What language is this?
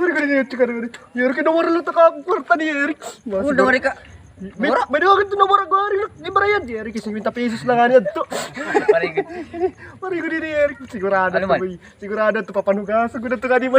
Waray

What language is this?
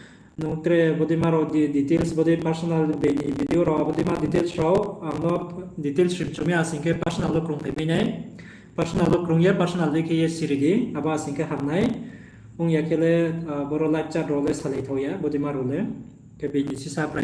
Riang (India)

